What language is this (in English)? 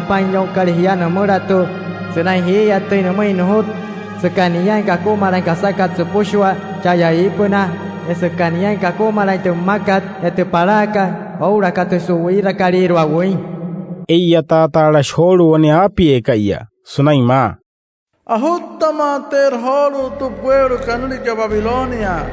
Wayuu